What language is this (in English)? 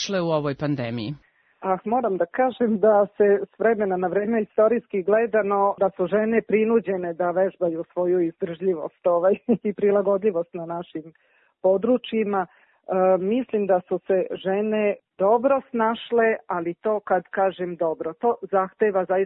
Serbian